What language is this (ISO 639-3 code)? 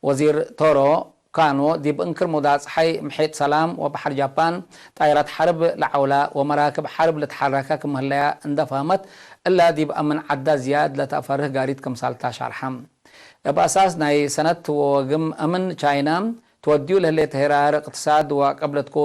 tig